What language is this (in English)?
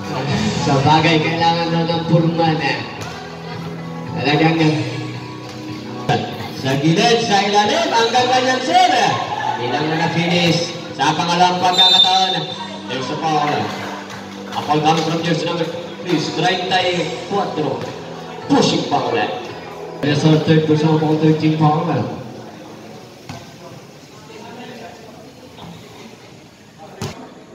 Filipino